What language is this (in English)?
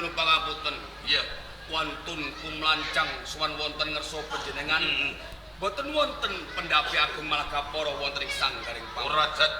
Javanese